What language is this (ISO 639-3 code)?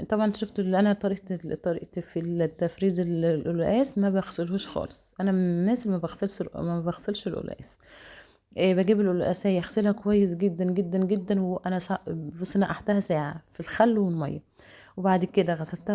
arz